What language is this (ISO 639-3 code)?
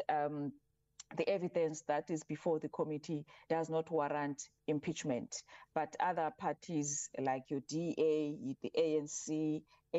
eng